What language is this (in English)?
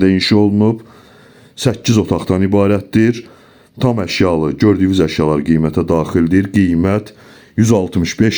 Azerbaijani